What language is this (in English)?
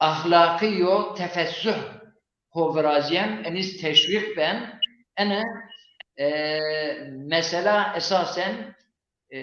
Zaza